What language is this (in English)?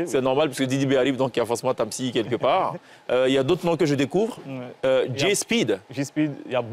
French